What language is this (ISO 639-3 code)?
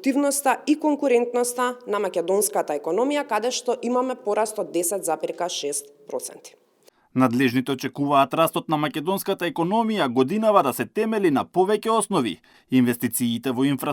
mkd